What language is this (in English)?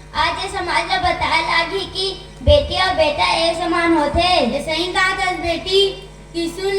Chhattisgarhi